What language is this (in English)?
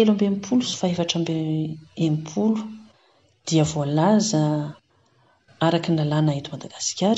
Malagasy